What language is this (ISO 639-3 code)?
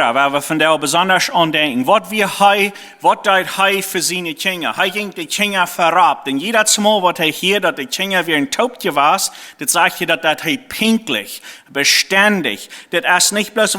pdt